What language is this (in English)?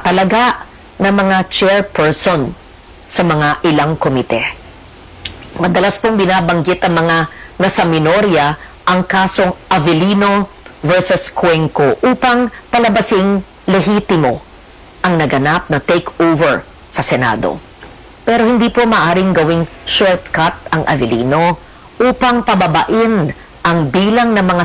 Filipino